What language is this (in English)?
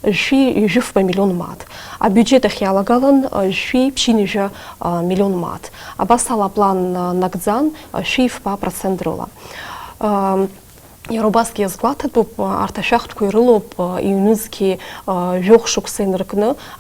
Abkhazian